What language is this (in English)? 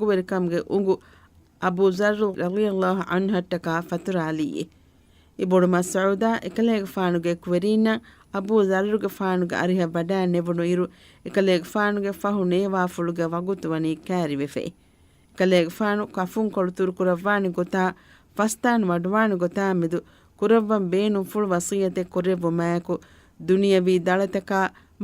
Divehi